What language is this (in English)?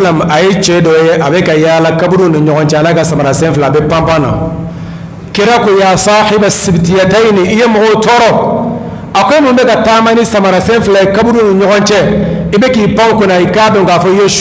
Bambara